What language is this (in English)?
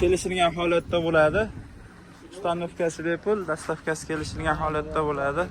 Uzbek